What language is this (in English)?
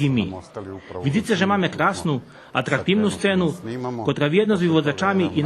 Rusyn